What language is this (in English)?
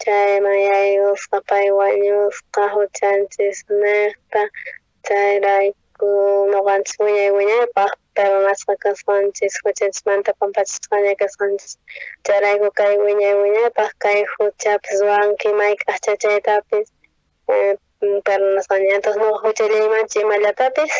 South Bolivian Quechua